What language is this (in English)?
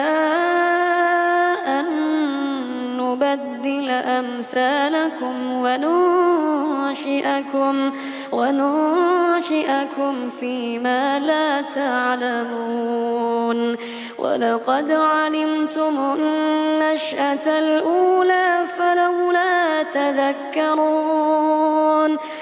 Arabic